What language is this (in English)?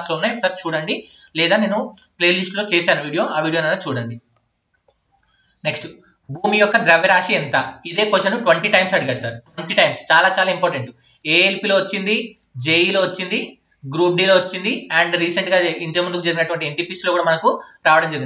Telugu